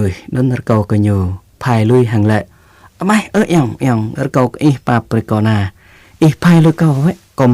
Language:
Jarai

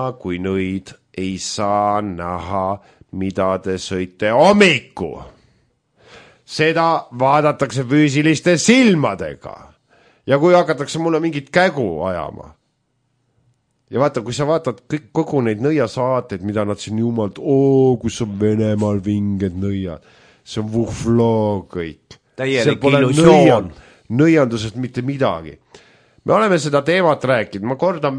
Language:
Estonian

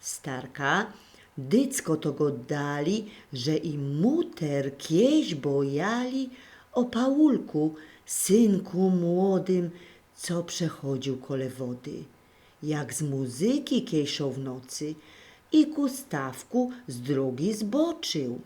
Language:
Silesian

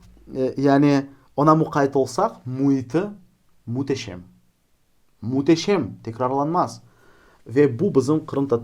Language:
Crimean Tatar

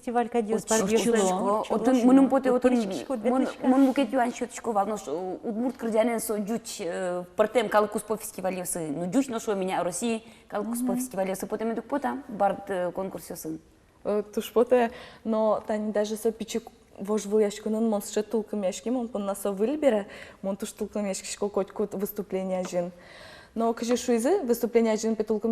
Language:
Udmurt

